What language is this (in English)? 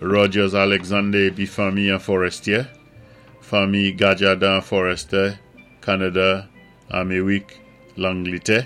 Saint Lucian Creole French